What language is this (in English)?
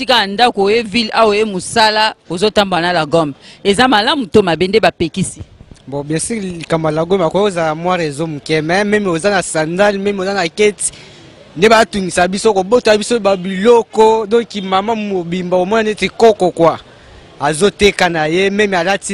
Lingala